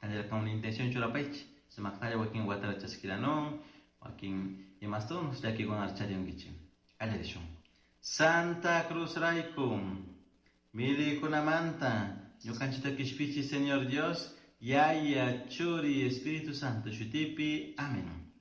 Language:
Chimborazo Highland Quichua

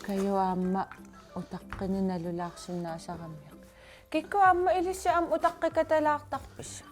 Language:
Kalaallisut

